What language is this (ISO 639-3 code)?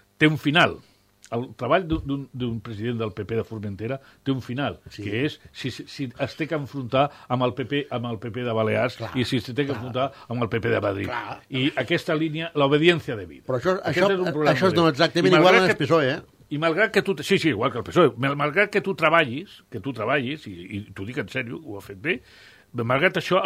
cat